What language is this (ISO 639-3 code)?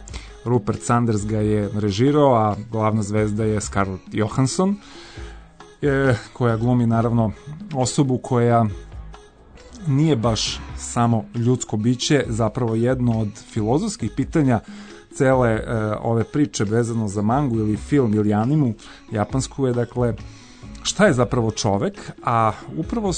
srp